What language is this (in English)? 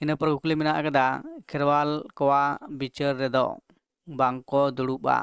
Santali